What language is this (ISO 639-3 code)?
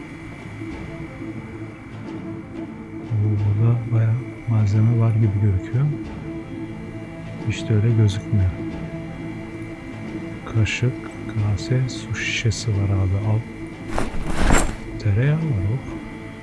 tur